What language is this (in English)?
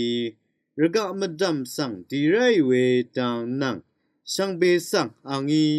Rawang